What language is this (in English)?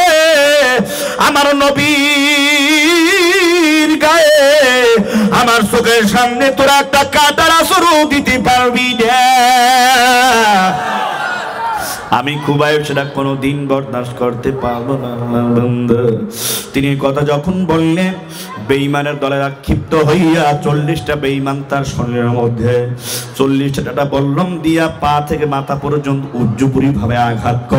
Bangla